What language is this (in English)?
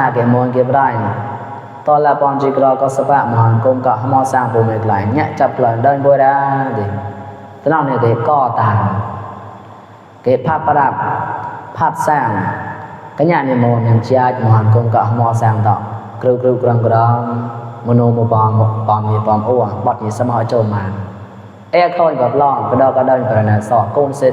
Mon